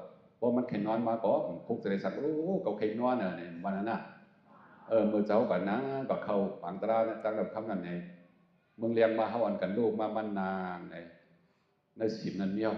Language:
Shan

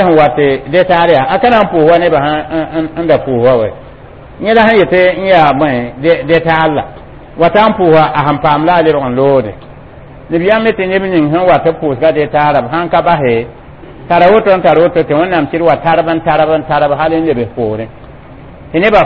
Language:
Mossi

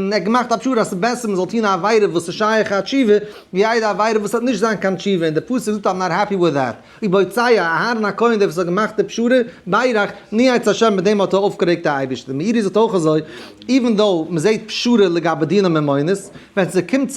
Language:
Yiddish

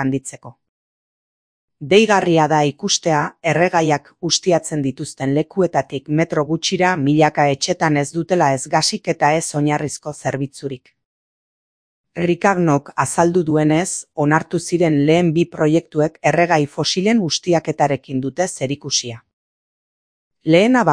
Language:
Basque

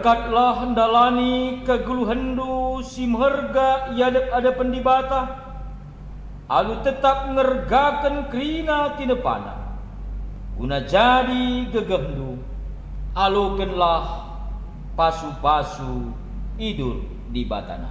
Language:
Batak Karo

